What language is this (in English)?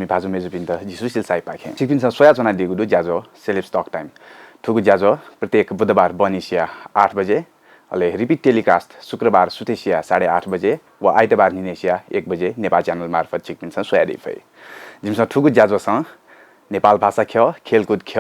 Newari